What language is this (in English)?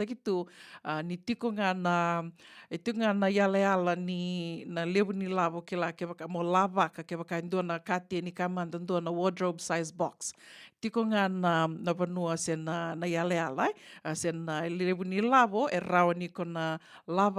Fijian